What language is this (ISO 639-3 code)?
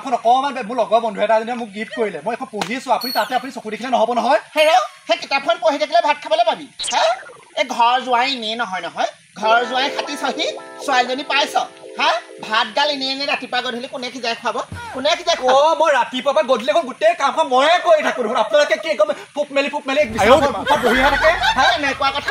asm